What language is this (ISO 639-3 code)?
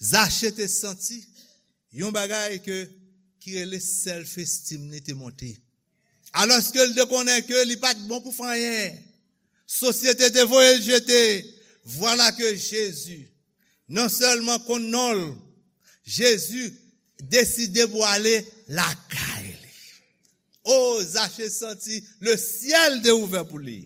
hat